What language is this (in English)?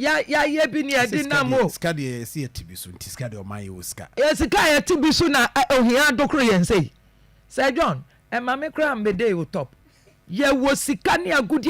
Akan